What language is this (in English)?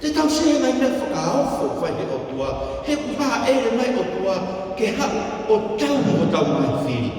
Tongan